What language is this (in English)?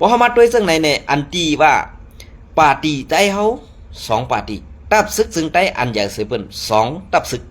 Shan